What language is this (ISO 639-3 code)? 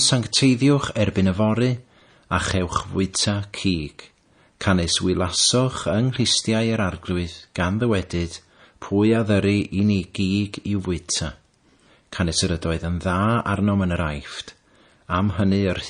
cym